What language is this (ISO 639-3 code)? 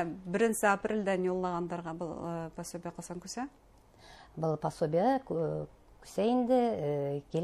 bak